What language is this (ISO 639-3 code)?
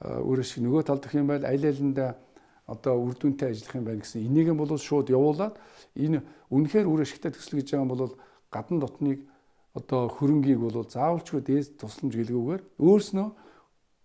mon